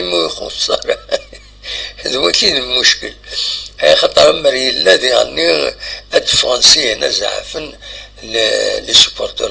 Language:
Kabyle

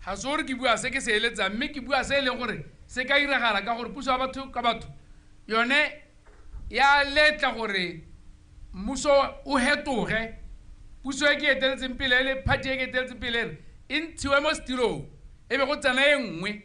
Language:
Tswana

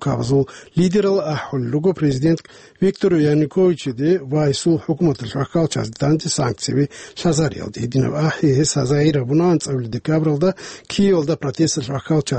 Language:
Avaric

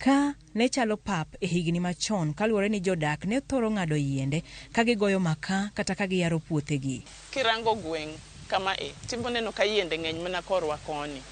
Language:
Luo (Kenya and Tanzania)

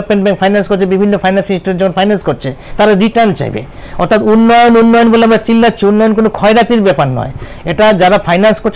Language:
Bangla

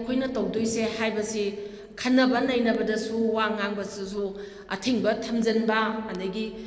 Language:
Manipuri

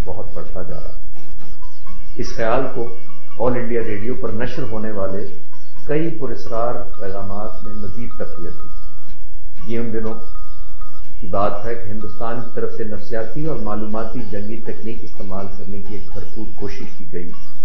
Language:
Urdu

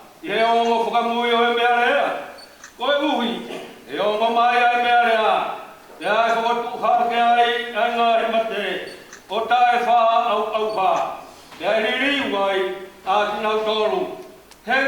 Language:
Tongan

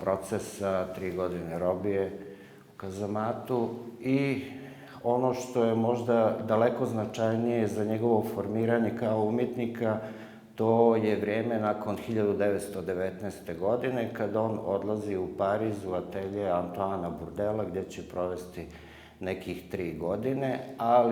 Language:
Bosnian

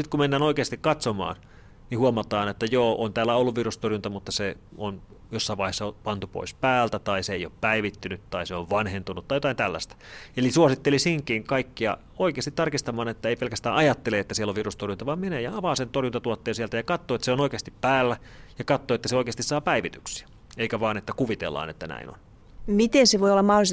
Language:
Finnish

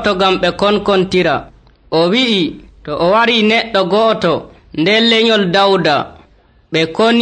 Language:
Nigerian Fulfulde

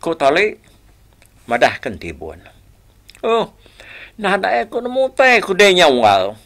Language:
Iban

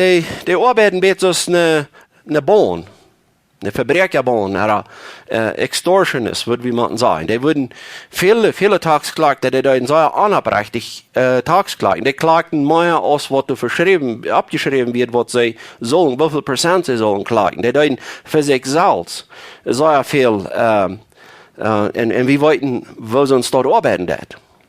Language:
Plautdietsch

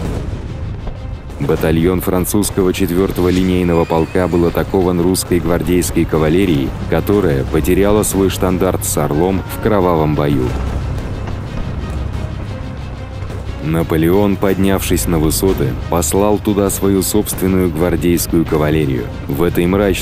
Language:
Russian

